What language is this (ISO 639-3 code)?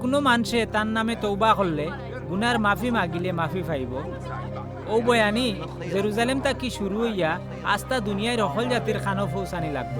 syl